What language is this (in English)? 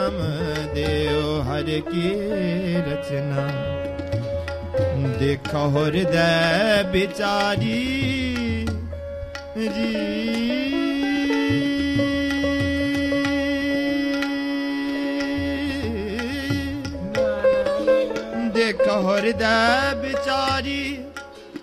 Hindi